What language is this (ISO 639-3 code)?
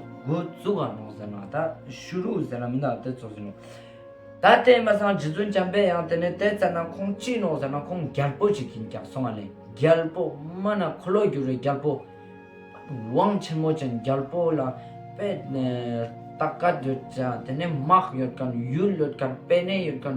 lbj